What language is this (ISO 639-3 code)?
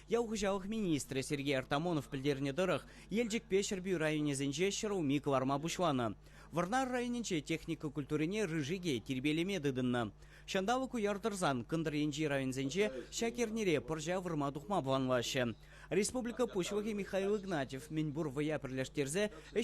chv